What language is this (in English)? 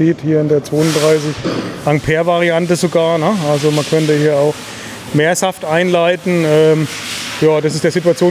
German